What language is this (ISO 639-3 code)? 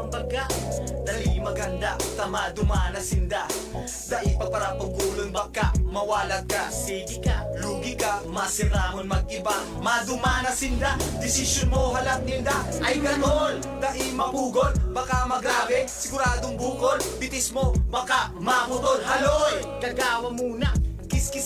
bik